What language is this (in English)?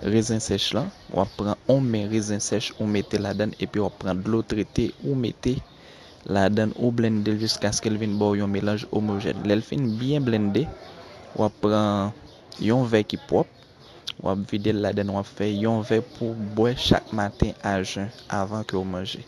Haitian Creole